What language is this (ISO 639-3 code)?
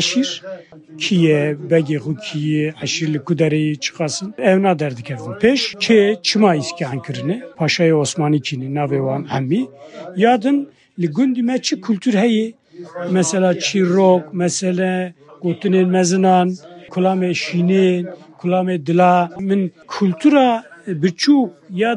kur